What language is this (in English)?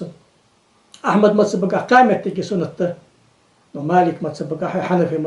Ingush